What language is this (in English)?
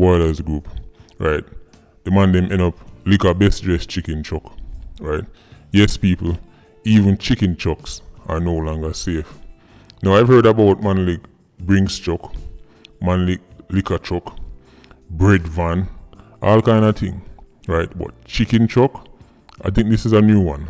Jamaican Creole English